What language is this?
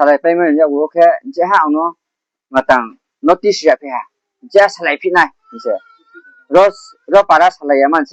Riang (India)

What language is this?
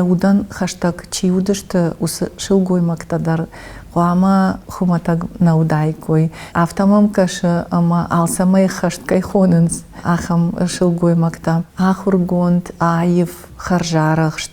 Ossetic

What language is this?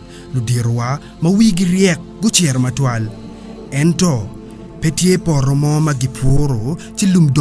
Acoli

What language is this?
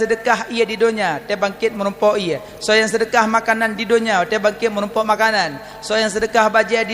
Achinese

